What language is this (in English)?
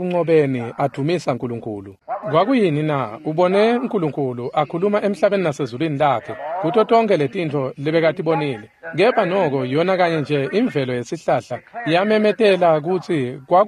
Swati